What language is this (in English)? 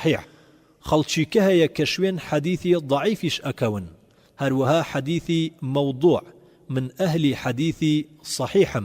Central Kurdish